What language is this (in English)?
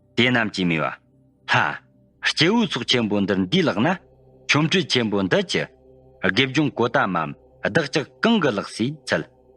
Tibetan